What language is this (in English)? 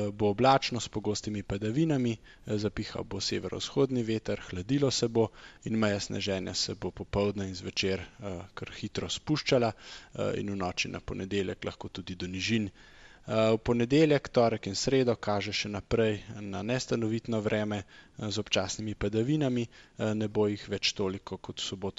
Slovenian